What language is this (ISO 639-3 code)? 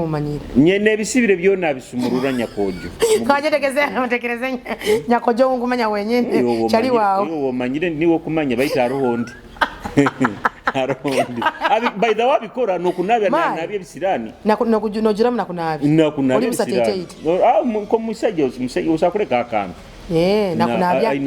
nyo